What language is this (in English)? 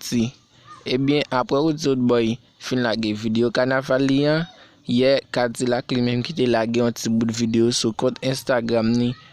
Haitian Creole